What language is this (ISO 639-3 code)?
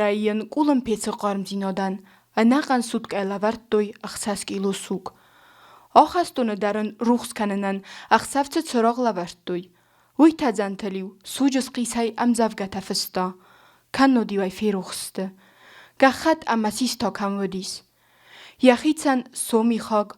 oss